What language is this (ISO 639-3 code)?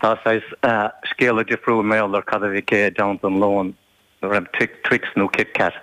gle